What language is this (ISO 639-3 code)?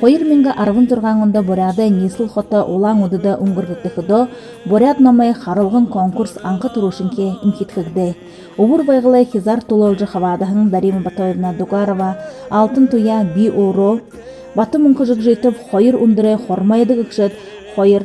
bua